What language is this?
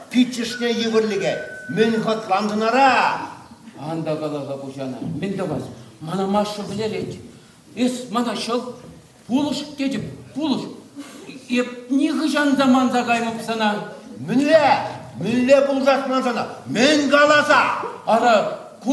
Chuvash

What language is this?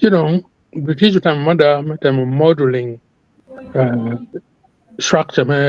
Acoli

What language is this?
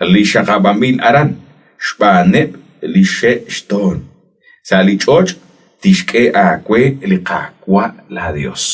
Kekchí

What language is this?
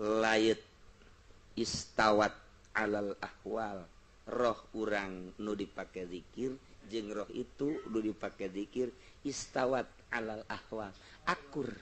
Sundanese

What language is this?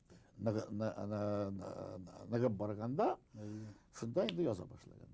Bashkir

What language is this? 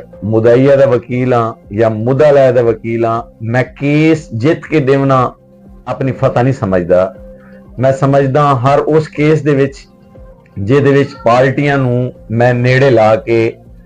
Western Panjabi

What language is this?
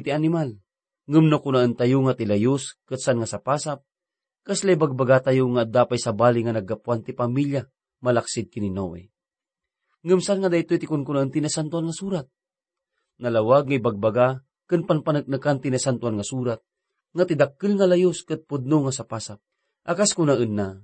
Iloko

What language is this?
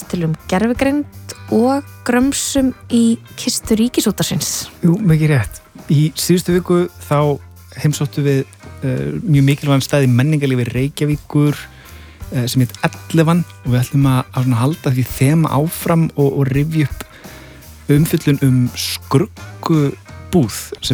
Icelandic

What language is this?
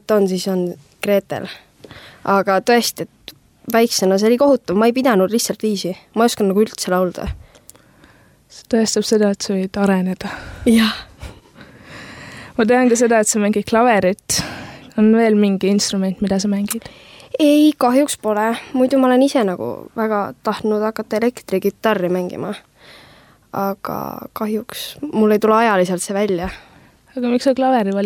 Estonian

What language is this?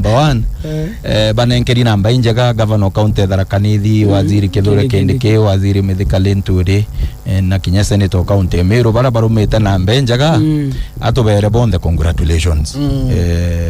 Meru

